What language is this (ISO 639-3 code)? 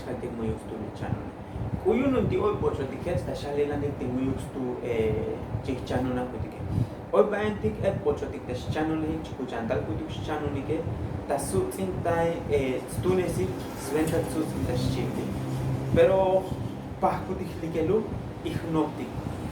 tzo